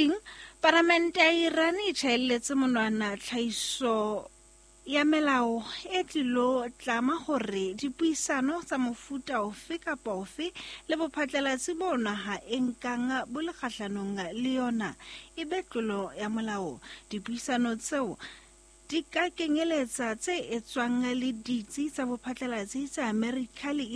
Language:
Southern Sotho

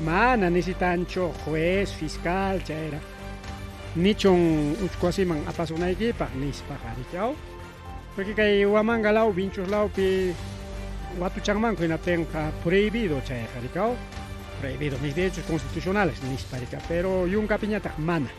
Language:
Ayacucho Quechua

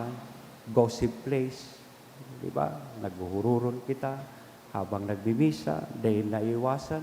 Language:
Bikol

